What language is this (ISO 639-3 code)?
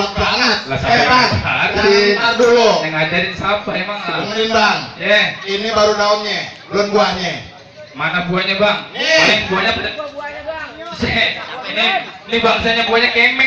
bew